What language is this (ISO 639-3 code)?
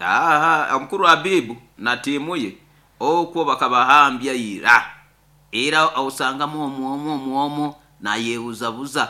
nyo